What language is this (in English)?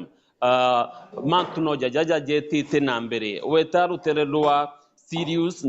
Meru